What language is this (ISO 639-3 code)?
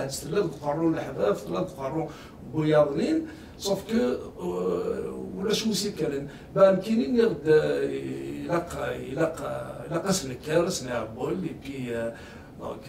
kab